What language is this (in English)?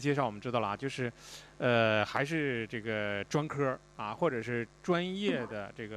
Chinese